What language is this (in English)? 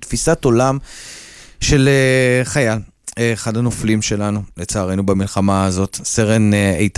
Hebrew